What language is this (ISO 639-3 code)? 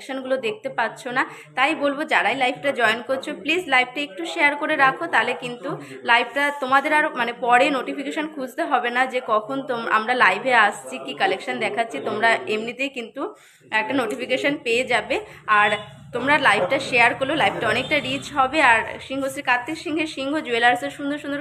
ben